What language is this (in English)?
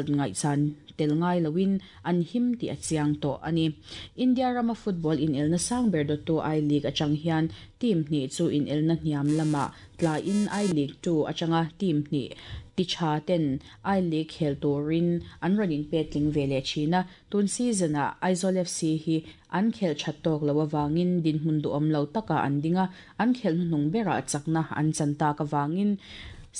Mizo